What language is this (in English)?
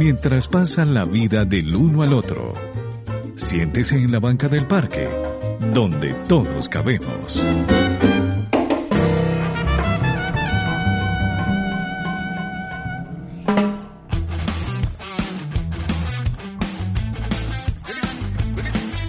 Spanish